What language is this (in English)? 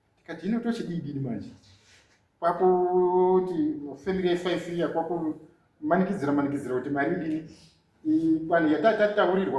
Shona